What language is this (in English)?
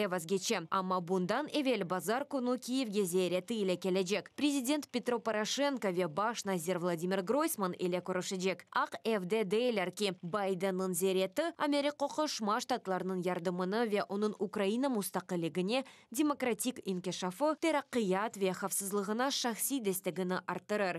Tatar